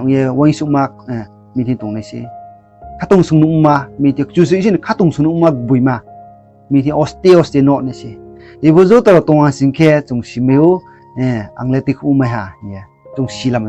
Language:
Riang (India)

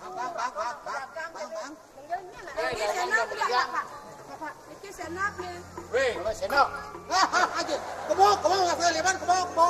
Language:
Balinese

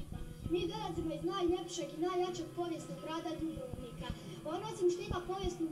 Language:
Croatian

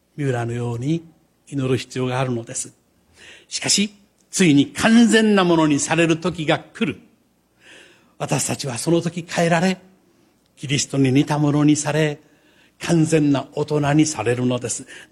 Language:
Japanese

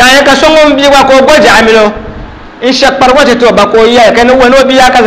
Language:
Dagbani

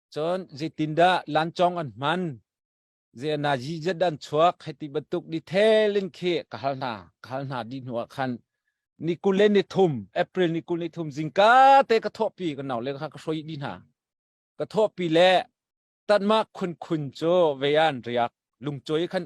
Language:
Hakha Chin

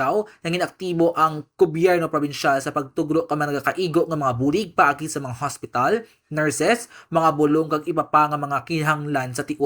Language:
Kinaray-a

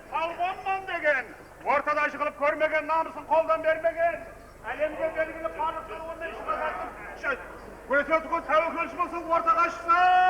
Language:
Kara-Kalpak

